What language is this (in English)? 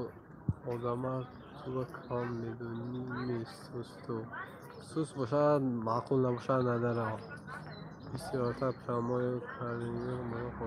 Tajik